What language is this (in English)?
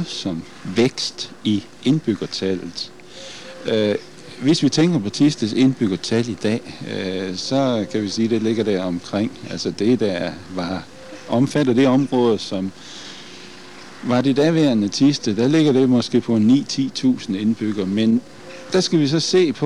Danish